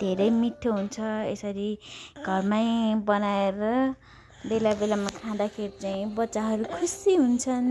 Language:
Nepali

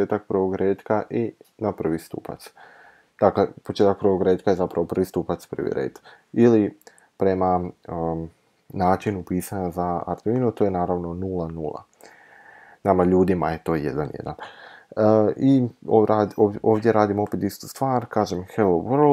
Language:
Croatian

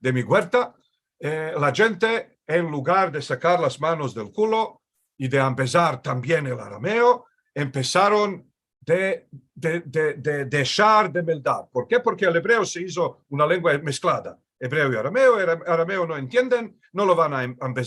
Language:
Ladino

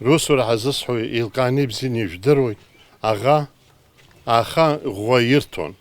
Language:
Abkhazian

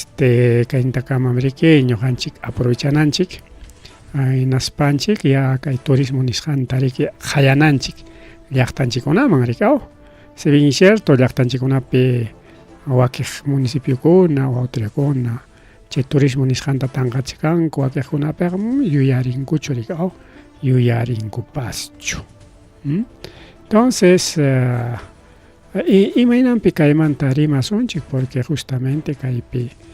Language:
Ayacucho Quechua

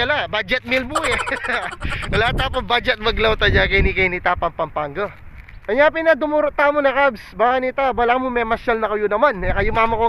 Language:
Pampanga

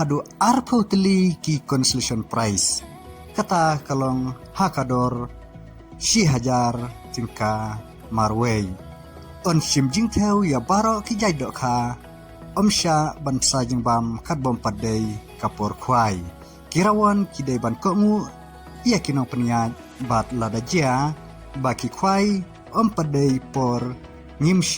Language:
Khasi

